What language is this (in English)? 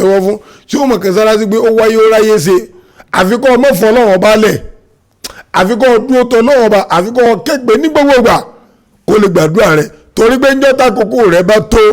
Yoruba